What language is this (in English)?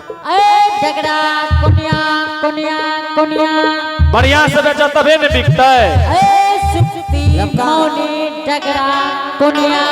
Angika